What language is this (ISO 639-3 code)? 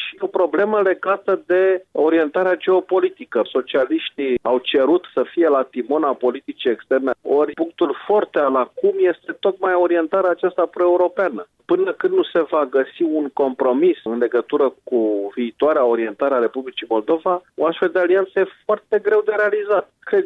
ron